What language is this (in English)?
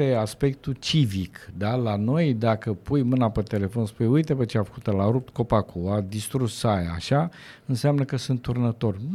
Romanian